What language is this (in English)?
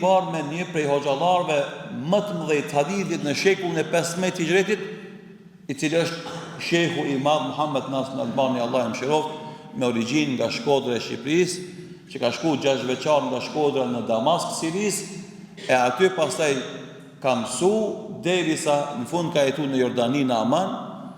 Albanian